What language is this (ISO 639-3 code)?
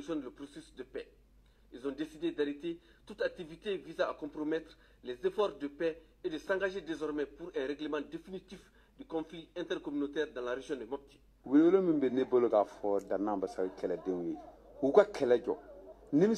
bam